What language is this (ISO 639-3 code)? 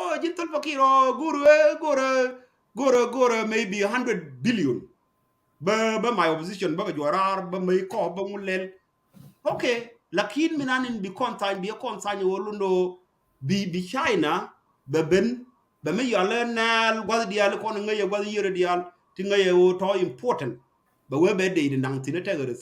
nus